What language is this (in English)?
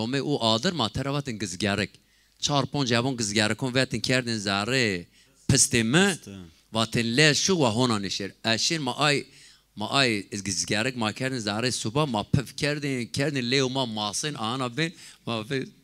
Zaza